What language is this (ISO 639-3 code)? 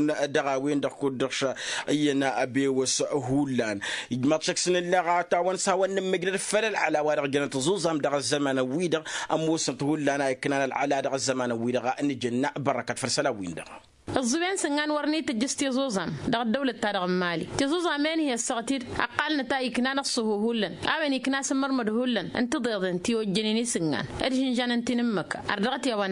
taq